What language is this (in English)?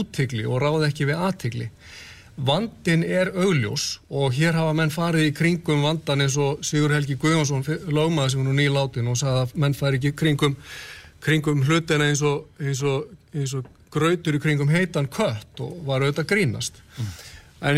Icelandic